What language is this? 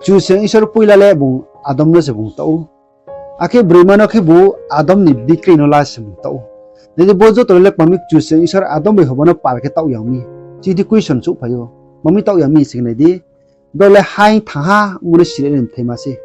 Riang (India)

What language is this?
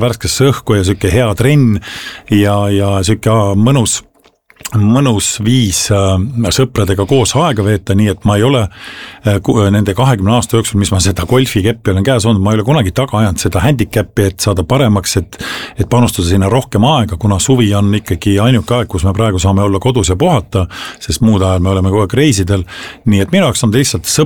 Estonian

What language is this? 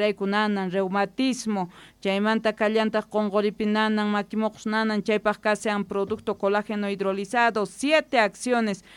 South Bolivian Quechua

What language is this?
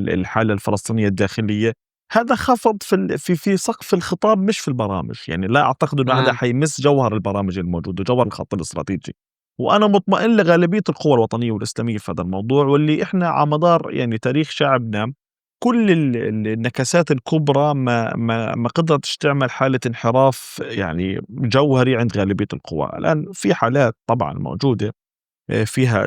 North Levantine Arabic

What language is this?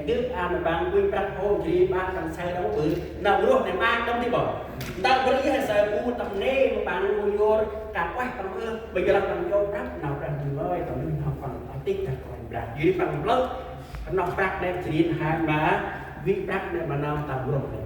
Central Mnong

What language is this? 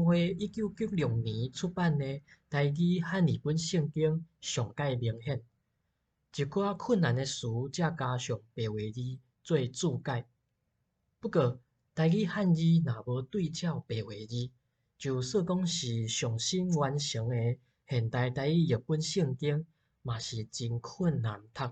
Min Nan Chinese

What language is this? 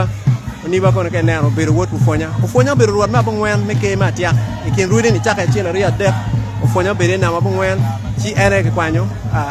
Acoli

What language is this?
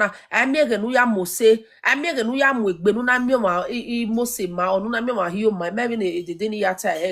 Nigerian Pidgin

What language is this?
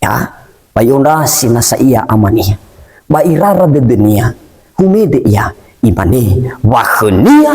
Nias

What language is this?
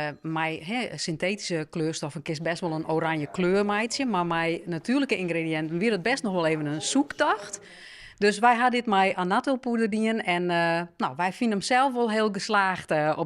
Western Frisian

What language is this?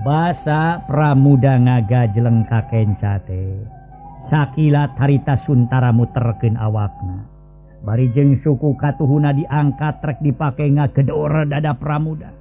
Sundanese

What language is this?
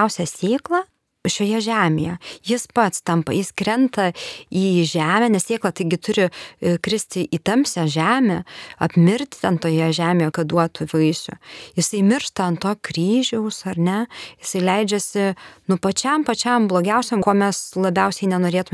Lithuanian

